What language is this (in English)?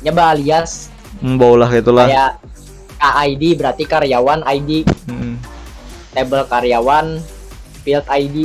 Banjar